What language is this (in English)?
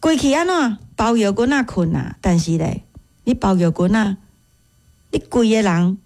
Min Nan Chinese